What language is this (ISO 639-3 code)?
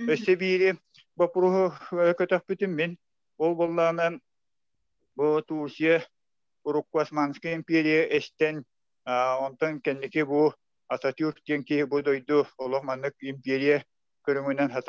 sah